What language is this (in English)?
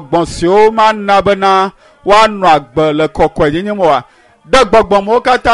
Ewe